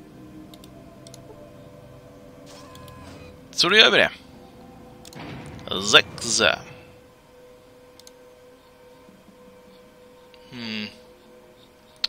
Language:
Swedish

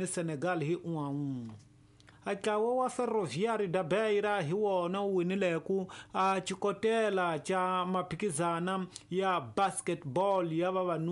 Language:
Tsonga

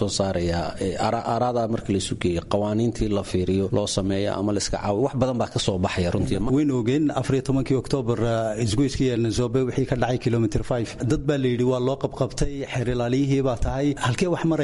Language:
Somali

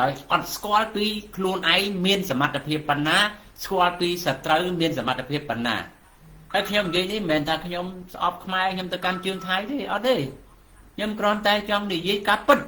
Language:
Khmer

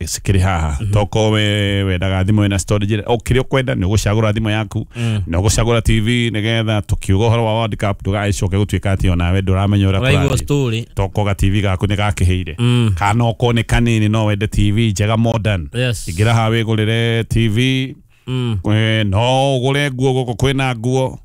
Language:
Kikuyu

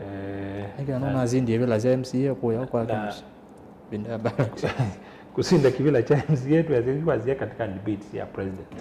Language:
Kamba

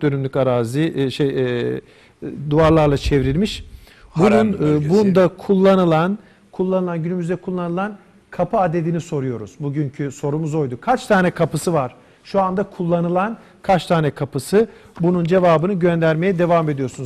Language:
Turkish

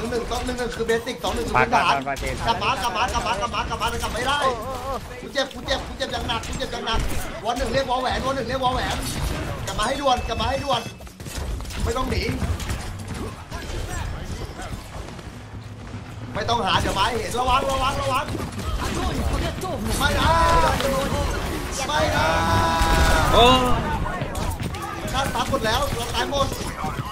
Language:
Thai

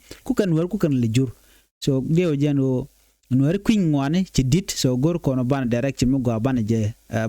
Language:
Nuer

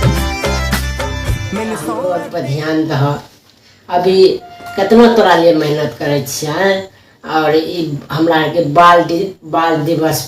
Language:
Maithili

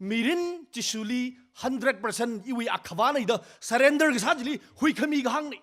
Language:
Tangkhul Naga (India)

